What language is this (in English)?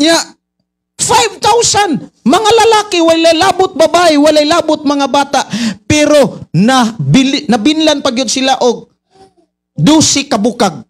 Cebuano